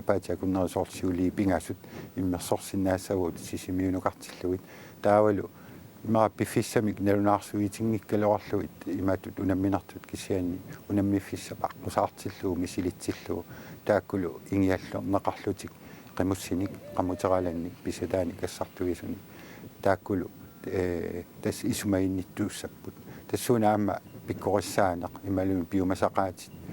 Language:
Kalaallisut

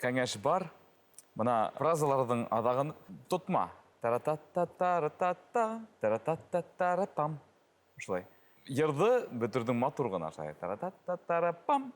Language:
Bashkir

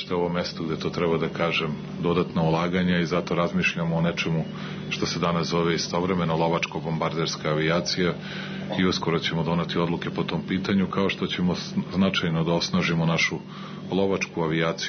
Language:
Serbian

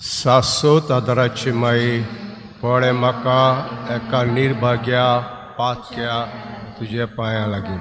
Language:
Konkani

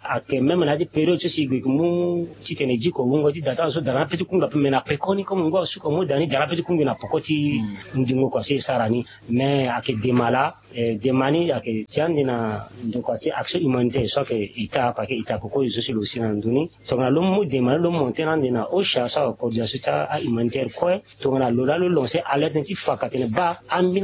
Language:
Sango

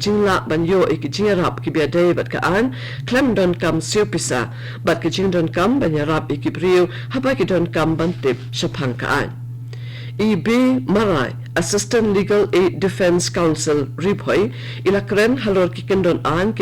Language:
Khasi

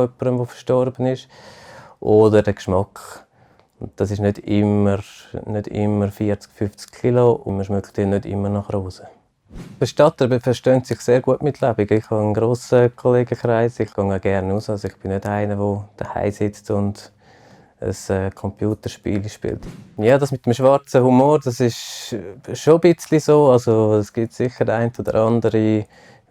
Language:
Swiss German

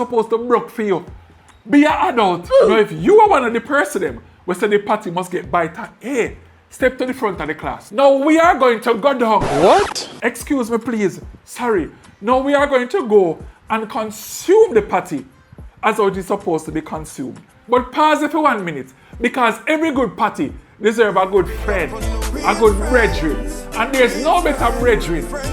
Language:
Jamaican Creole English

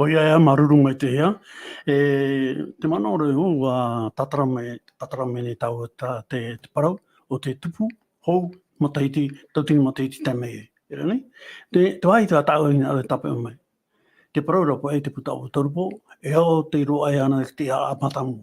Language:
Tahitian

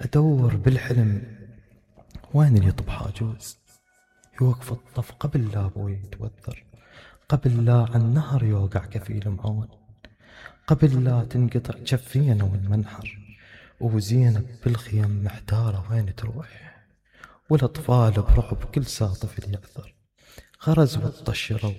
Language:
Mesopotamian Arabic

